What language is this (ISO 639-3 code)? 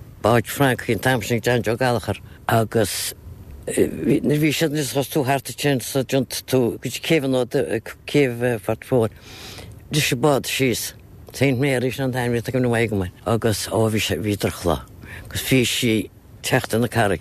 gle